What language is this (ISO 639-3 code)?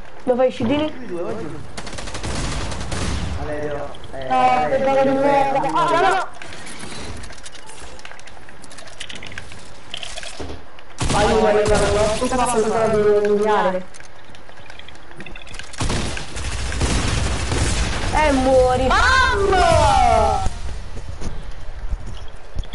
ita